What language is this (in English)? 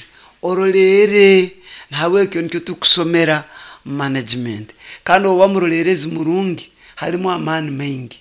Nyoro